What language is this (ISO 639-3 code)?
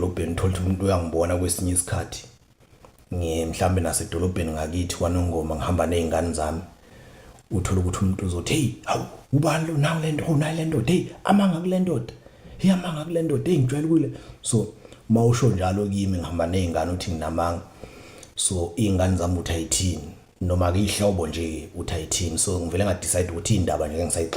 zul